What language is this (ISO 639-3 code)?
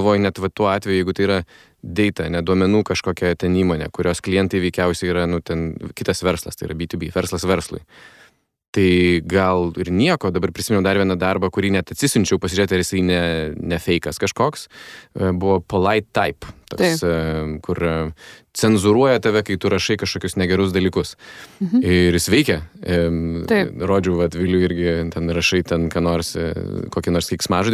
lit